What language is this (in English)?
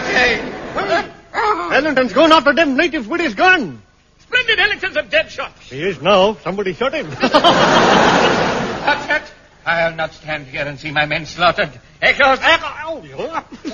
English